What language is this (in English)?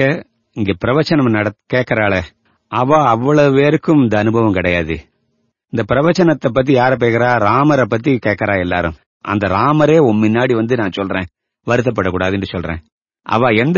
Tamil